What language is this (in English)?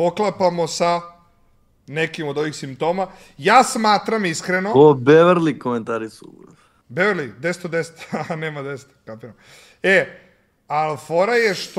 Serbian